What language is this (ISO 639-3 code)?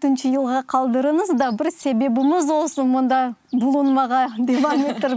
crh